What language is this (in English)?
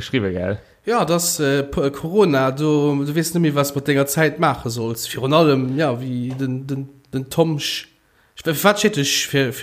Luxembourgish